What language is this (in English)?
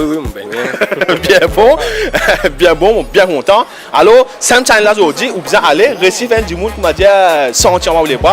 Morisyen